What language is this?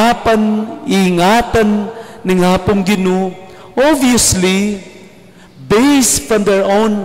Pampanga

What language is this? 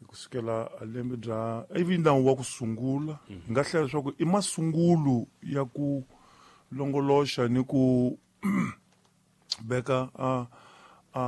Tsonga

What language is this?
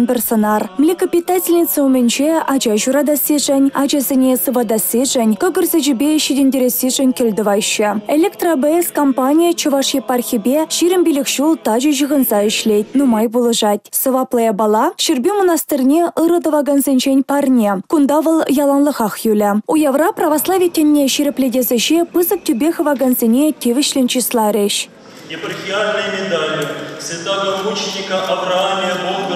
Chuvash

